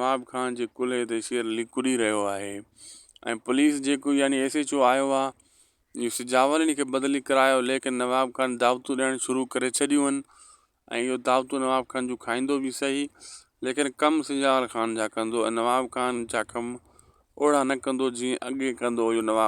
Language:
Sindhi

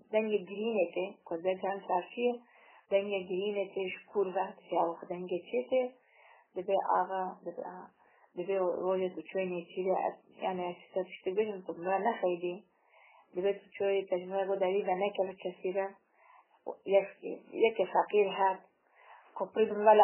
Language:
Kurdish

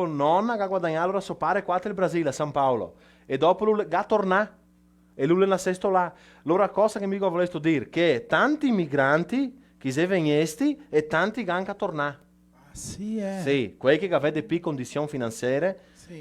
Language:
Venetian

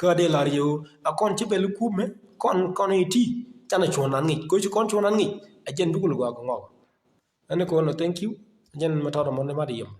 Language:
Nuer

